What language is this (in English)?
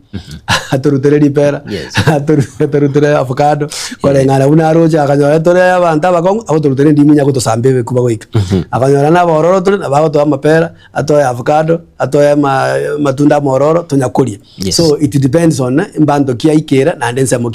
Gusii